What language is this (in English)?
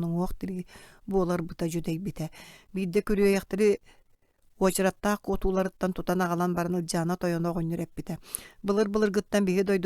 Yakut